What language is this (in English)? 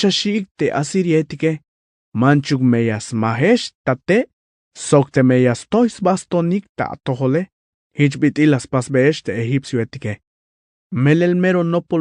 Tzeltal